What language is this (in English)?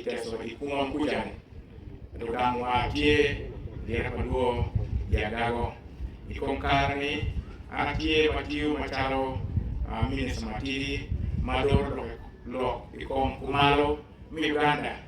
Acoli